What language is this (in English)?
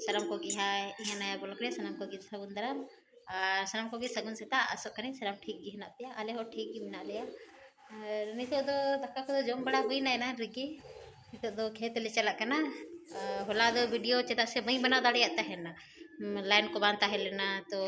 Santali